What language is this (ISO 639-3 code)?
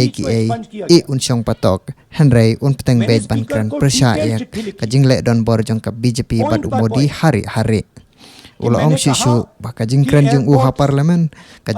kha